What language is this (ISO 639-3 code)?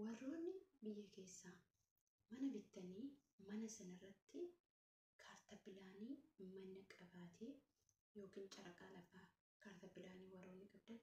orm